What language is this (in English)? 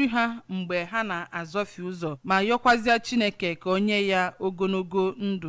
Igbo